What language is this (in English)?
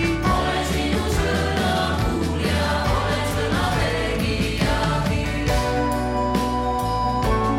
Estonian